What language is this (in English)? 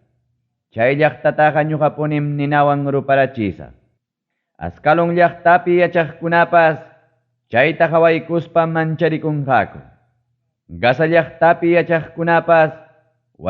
Ayacucho Quechua